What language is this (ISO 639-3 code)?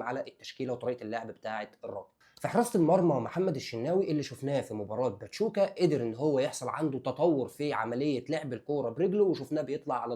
arz